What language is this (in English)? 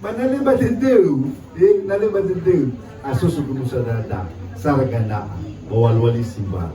Nias